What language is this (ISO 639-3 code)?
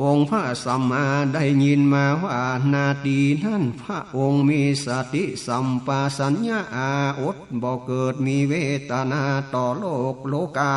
nod